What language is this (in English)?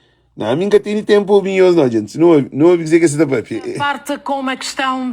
Kabuverdianu